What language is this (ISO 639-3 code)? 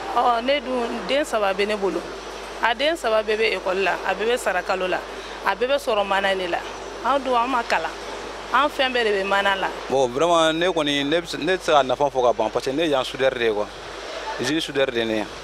bam